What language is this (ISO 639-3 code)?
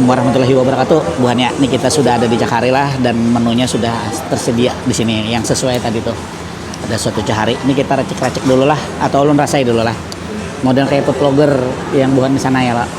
bjn